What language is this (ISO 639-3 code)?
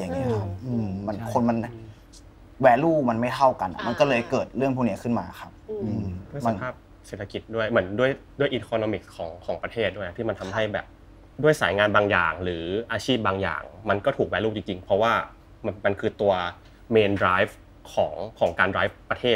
tha